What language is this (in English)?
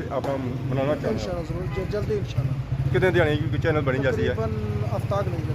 Pahari-Potwari